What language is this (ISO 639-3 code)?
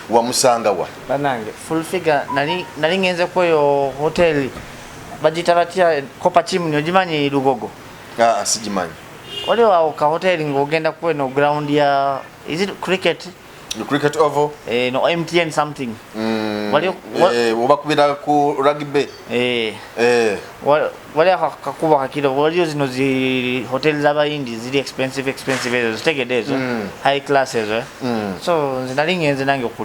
lug